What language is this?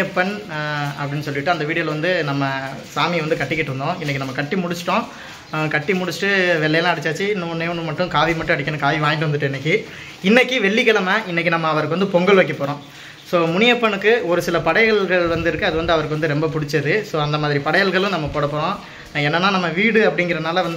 Tamil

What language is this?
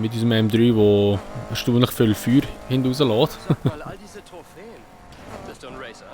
Swiss German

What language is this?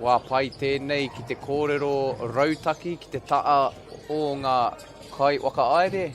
Māori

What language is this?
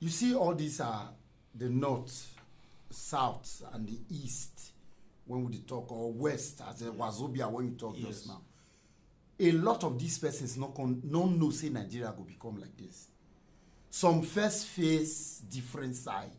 Nigerian Pidgin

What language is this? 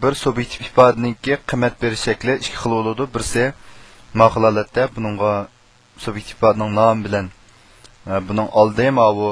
Uyghur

